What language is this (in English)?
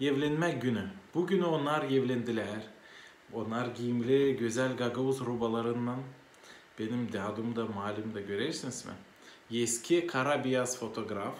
Gagauz